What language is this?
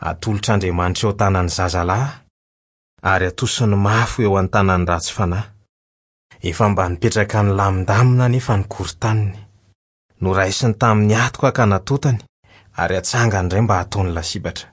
Malagasy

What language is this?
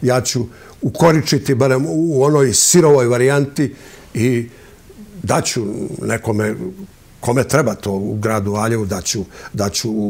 Serbian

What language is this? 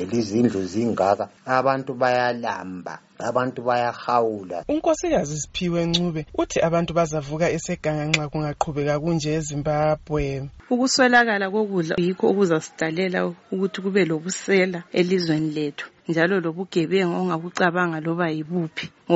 North Ndebele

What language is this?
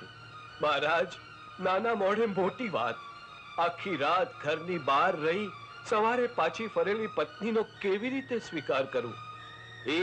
Gujarati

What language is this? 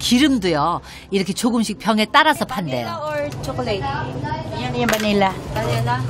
Korean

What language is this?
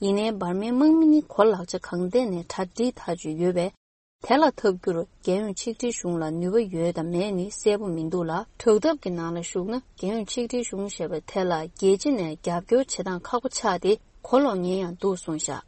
Tibetan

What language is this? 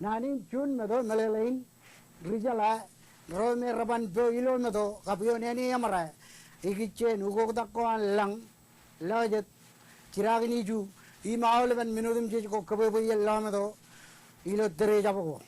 Marshallese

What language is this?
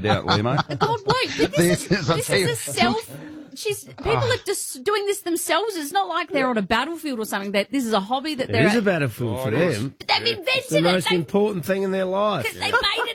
English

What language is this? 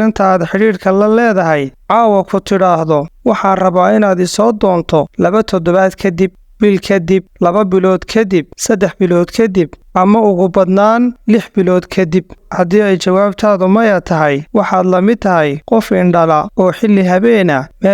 Somali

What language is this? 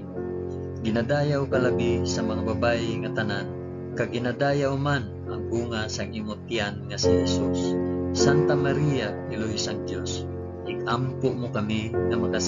Hiligaynon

